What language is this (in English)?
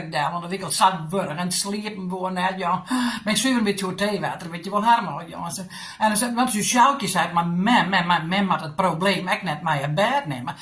Western Frisian